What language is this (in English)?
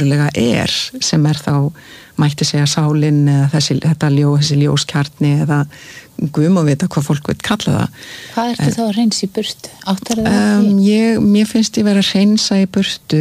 Icelandic